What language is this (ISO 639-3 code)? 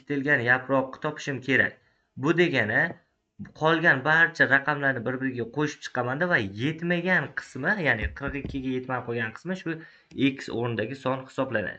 uzb